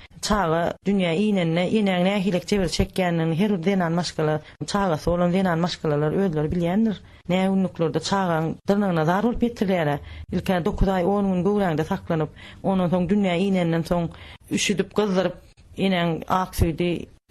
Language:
Turkmen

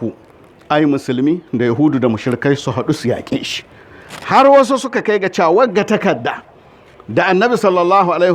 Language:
Hausa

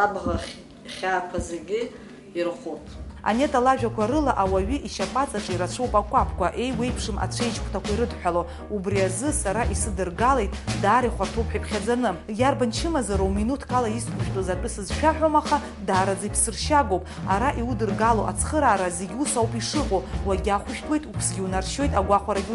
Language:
Abkhazian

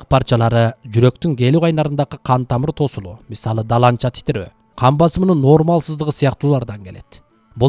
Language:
Kyrgyz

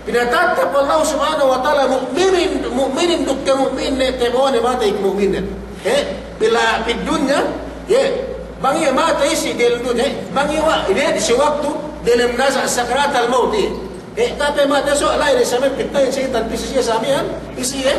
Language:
Yakan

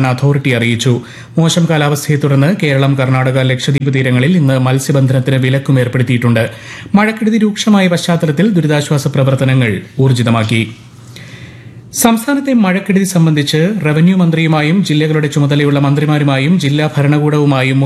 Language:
Malayalam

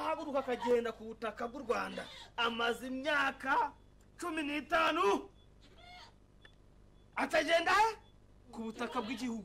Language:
Kinyarwanda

